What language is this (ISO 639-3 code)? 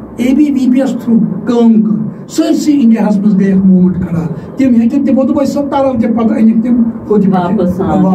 kas